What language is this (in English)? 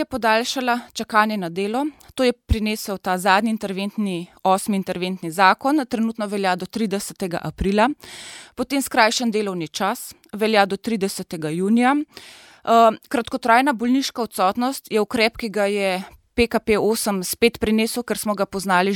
Slovenian